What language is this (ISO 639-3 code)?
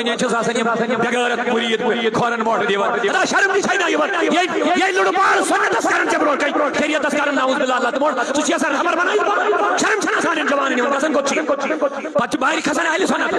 kas